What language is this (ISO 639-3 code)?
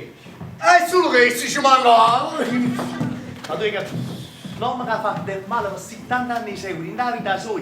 nap